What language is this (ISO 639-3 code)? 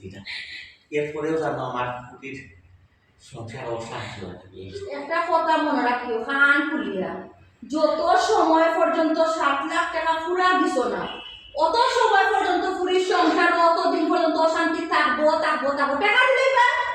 syl